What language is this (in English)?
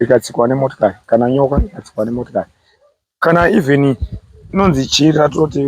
Shona